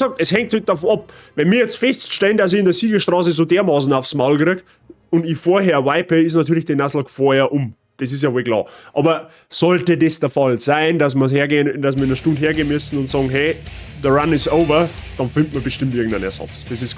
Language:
Bavarian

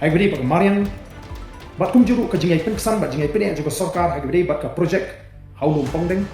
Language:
Khasi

